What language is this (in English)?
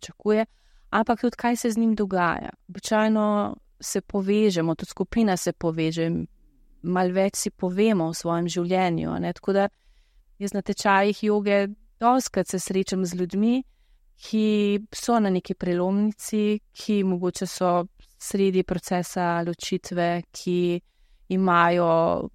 Slovenian